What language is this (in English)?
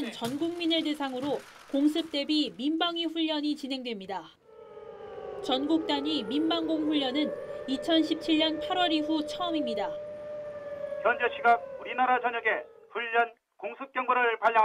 Korean